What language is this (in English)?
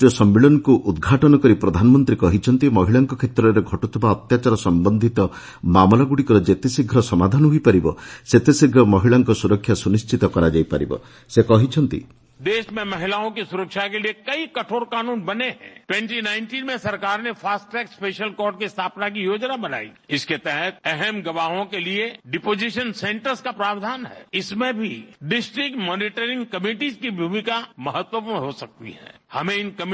Odia